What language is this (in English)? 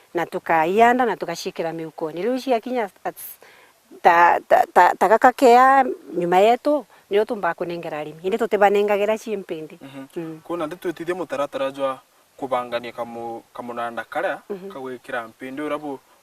Meru